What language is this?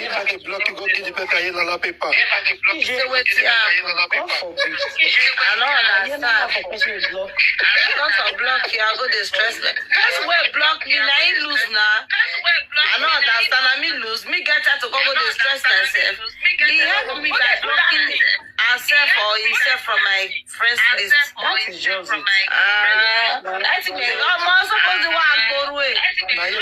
Nigerian Pidgin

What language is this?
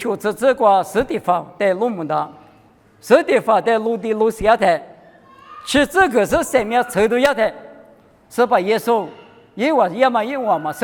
Lisu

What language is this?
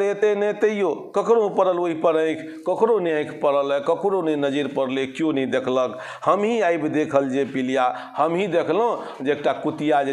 Maithili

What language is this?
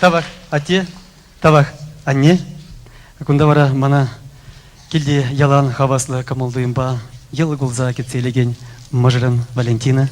Chuvash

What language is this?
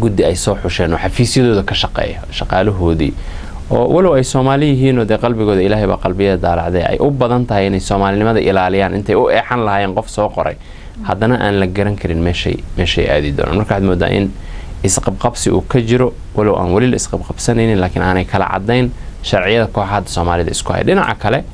Somali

